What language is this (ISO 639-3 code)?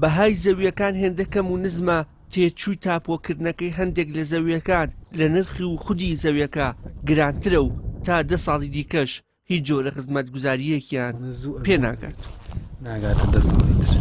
ckb